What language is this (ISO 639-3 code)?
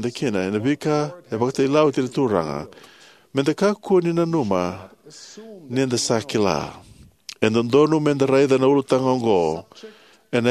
fij